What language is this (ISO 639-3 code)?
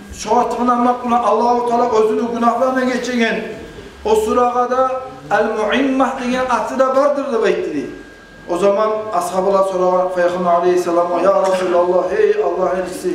kum